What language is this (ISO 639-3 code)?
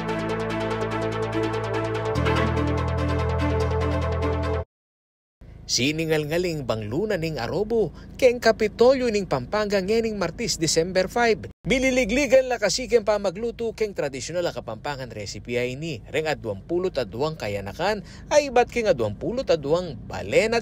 pam